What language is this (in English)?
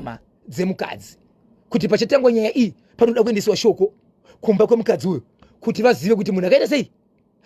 Shona